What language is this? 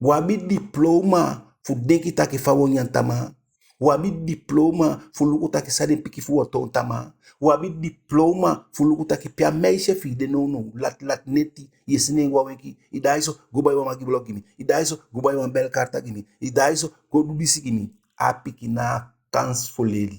Eastern Maroon Creole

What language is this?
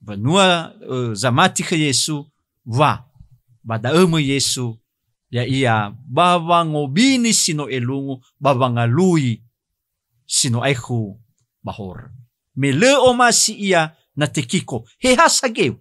Nias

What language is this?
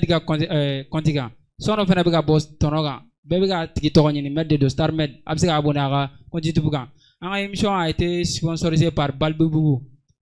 Bambara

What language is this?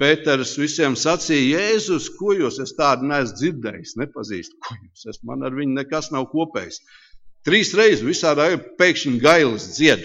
Latvian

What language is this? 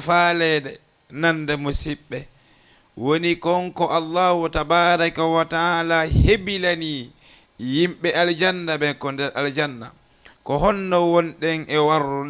Fula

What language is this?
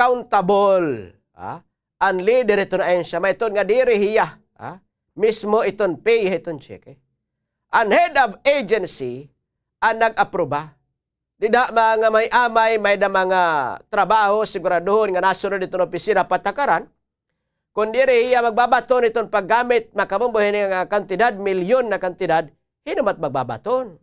Waray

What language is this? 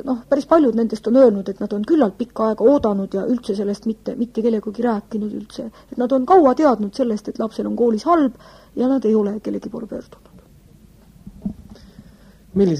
Estonian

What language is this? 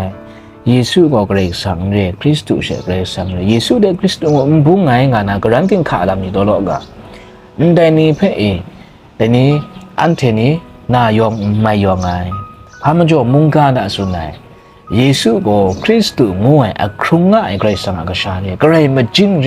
Kachin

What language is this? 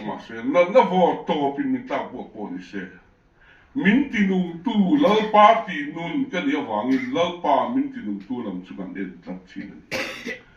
Mizo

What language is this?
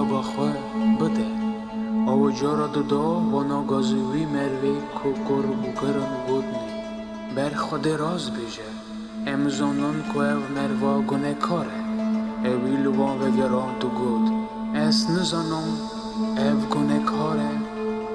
Kurdish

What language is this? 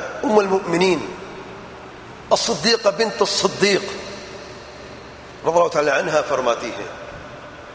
Urdu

